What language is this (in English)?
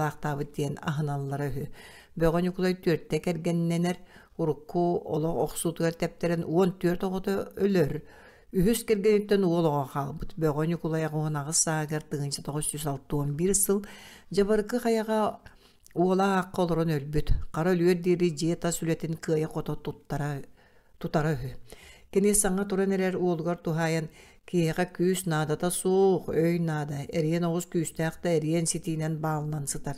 Yakut